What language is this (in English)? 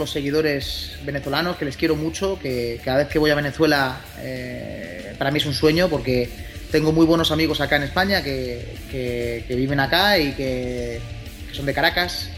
Spanish